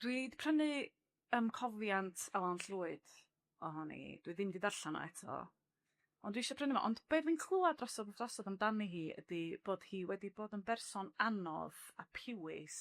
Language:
Welsh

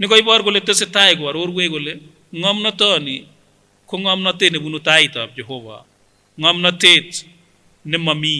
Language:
Kipsigis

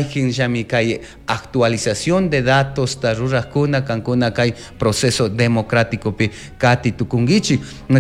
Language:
Chimborazo Highland Quichua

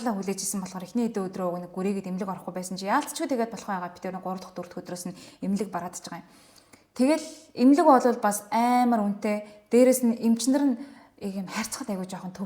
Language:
Mongolian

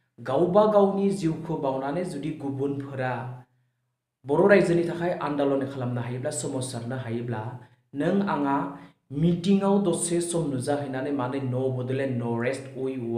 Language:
Bodo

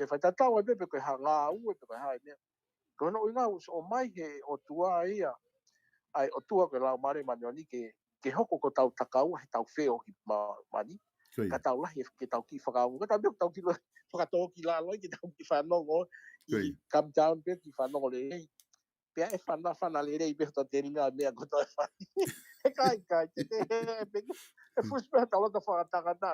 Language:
Tongan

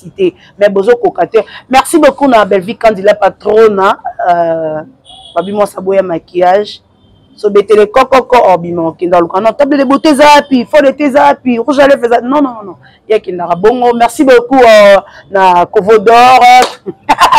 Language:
Lingala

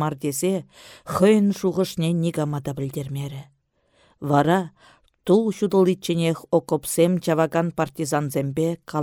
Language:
Chuvash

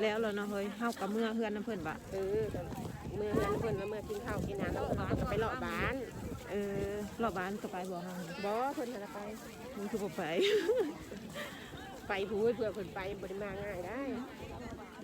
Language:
Lao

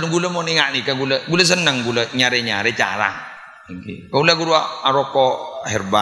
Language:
Madurese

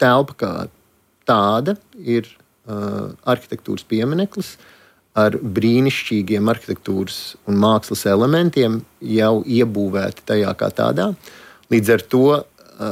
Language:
Latvian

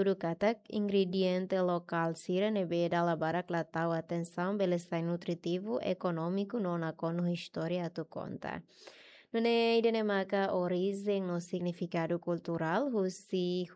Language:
Tetum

